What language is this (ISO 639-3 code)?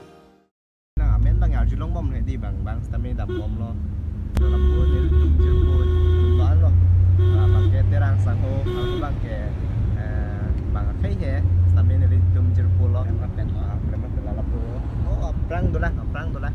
mjw